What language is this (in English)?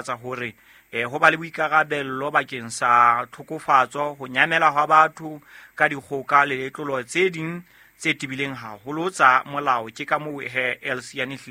Southern Sotho